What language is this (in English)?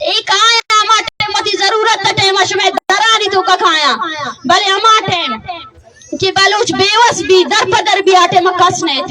Baluchi